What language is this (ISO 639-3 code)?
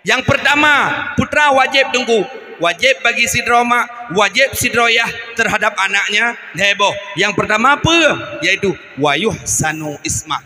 ace